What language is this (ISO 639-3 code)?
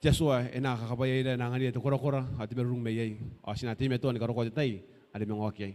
gil